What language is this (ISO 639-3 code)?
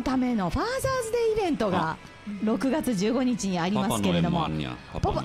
jpn